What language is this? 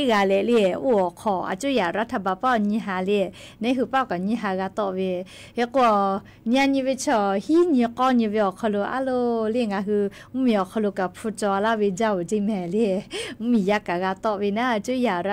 Lahu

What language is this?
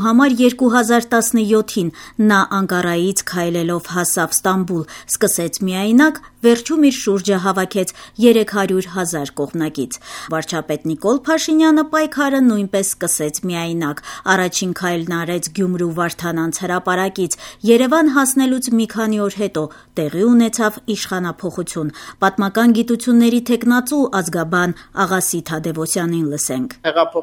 Armenian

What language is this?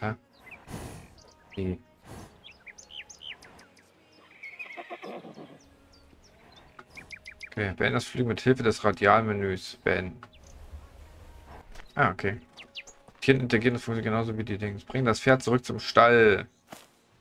German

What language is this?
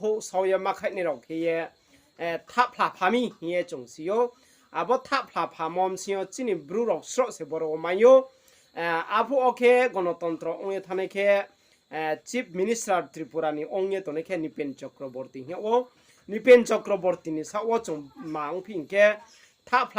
Riang (India)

